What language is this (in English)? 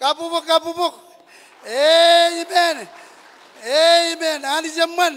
Marshallese